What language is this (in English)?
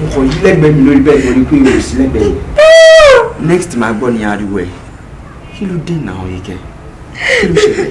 Yoruba